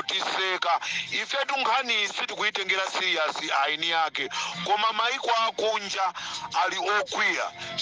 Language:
Nyanja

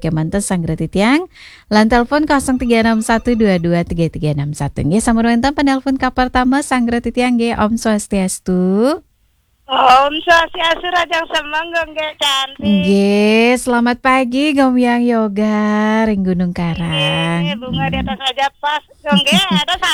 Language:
Balinese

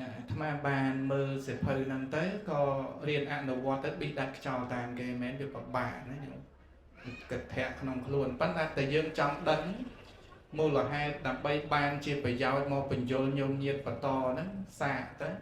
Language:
Khmer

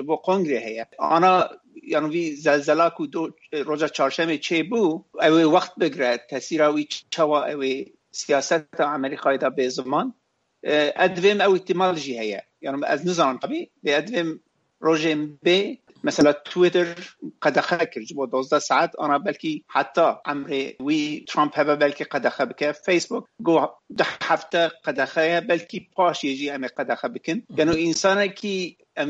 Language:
Kurdish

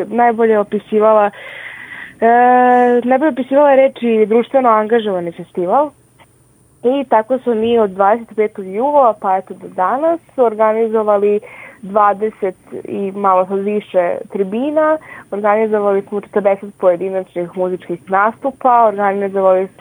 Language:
Serbian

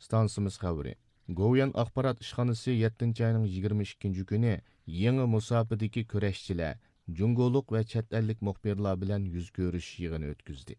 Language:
Uyghur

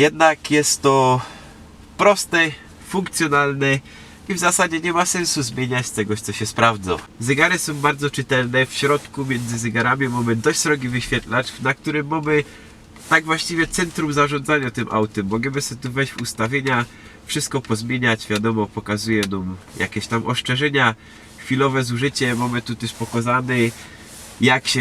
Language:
Silesian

